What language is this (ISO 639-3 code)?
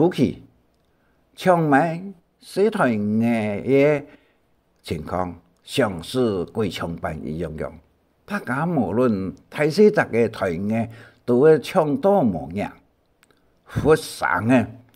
hak